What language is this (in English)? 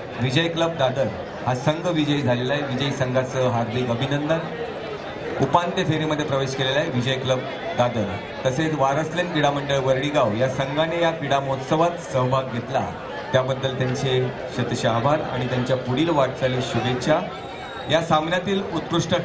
Marathi